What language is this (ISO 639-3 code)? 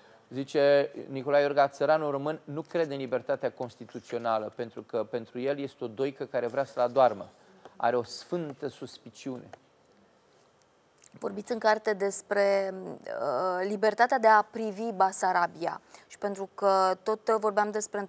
ron